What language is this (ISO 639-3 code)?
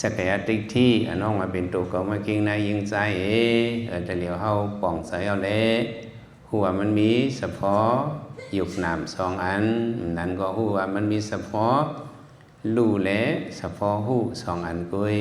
lao